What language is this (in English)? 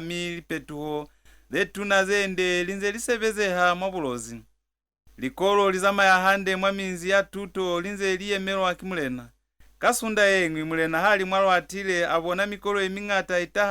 Lozi